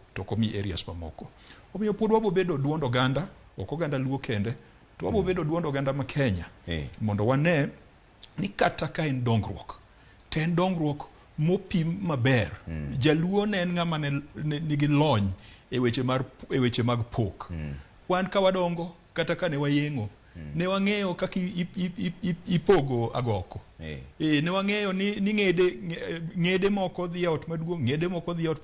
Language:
Luo (Kenya and Tanzania)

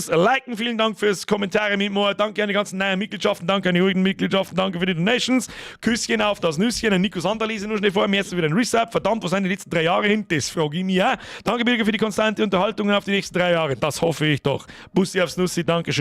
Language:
Bavarian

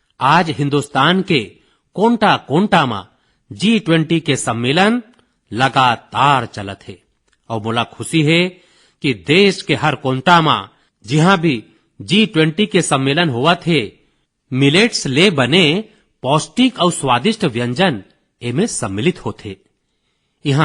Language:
Chhattisgarhi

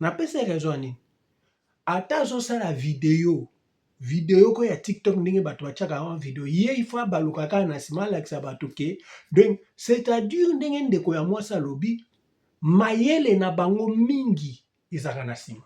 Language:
Lingala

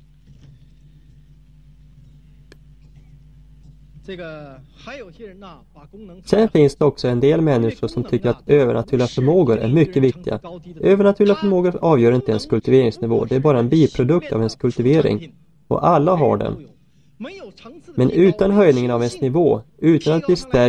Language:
Swedish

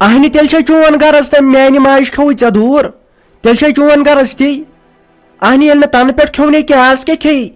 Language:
Kashmiri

